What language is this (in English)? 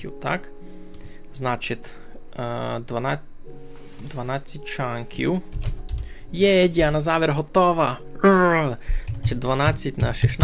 Rusyn